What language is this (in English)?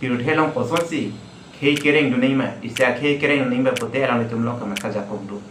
Karbi